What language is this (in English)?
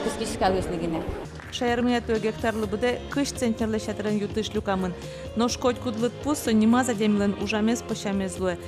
Udmurt